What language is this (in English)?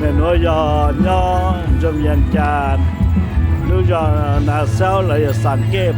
Hmong